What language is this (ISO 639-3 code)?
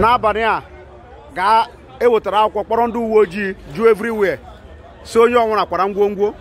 ibo